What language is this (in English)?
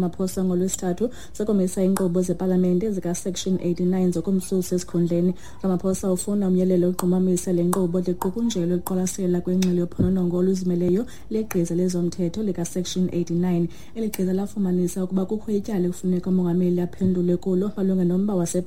Xhosa